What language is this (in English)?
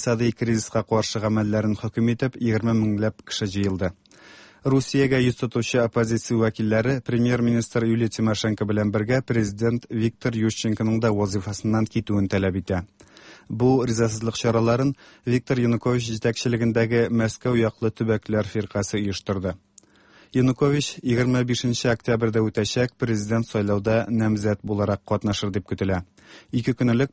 Tatar